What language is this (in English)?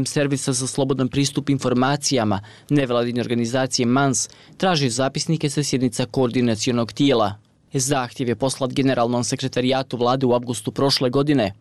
Bosnian